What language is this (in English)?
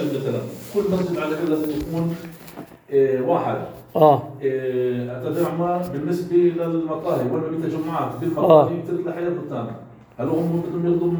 North Levantine Arabic